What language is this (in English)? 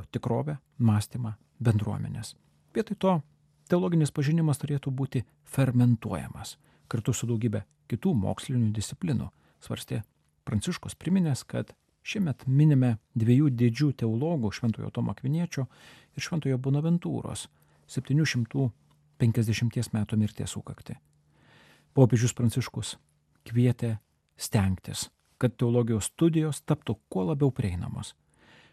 Lithuanian